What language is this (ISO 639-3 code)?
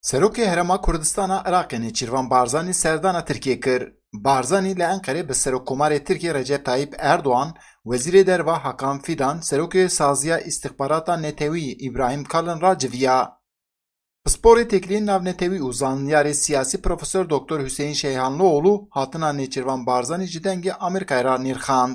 kur